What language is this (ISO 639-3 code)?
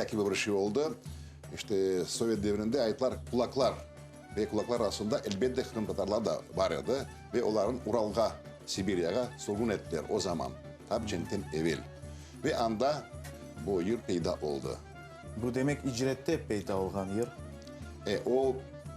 crh